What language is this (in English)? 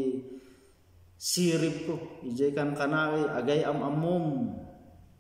Iloko